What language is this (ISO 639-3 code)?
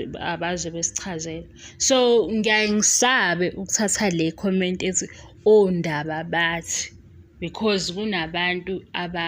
zul